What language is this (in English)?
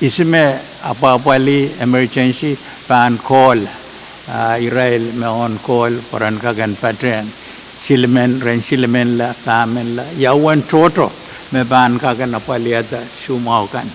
Pohnpeian